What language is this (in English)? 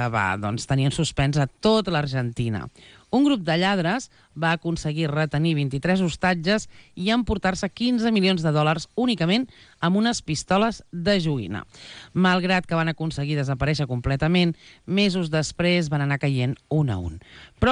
Catalan